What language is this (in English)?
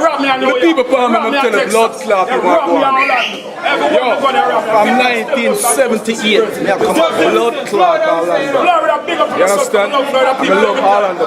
Jamaican Creole English